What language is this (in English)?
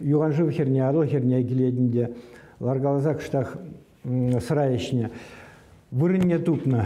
Chuvash